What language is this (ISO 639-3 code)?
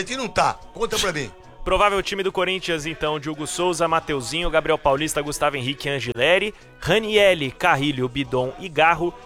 por